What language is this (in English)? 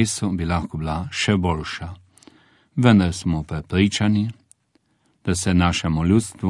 Slovenian